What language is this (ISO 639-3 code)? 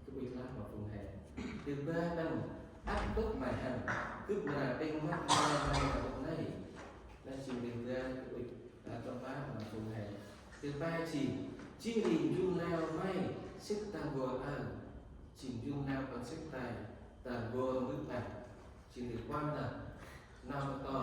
cmo